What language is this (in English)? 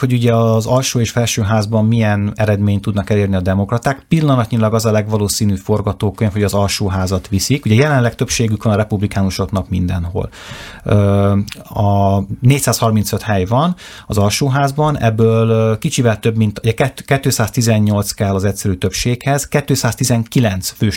Hungarian